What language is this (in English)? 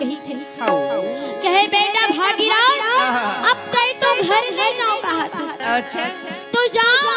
Chhattisgarhi